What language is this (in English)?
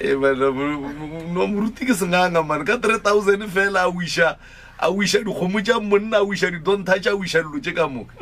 Northern Sotho